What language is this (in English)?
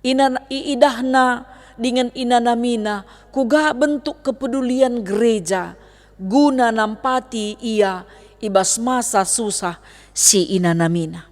Batak Karo